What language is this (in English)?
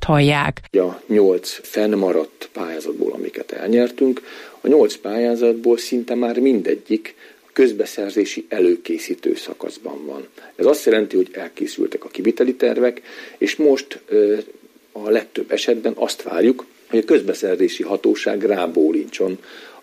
Hungarian